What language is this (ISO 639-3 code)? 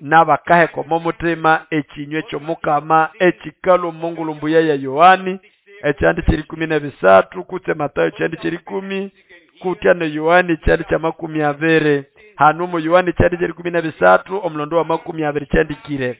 nnb